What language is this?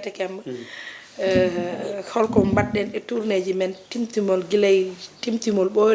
Fula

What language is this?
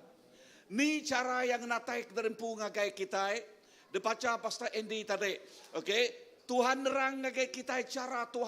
Iban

